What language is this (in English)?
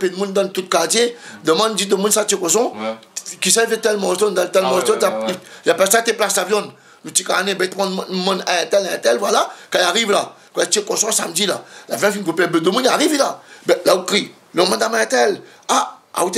Réunion Creole French